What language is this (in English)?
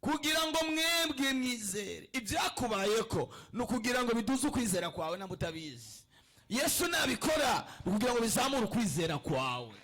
Rundi